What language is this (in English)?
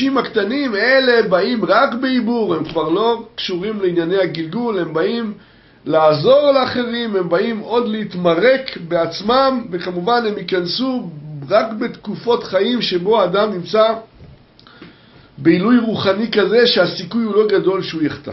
Hebrew